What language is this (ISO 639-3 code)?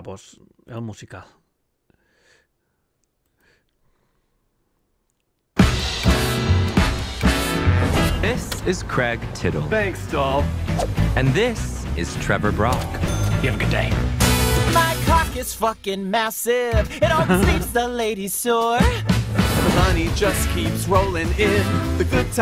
cat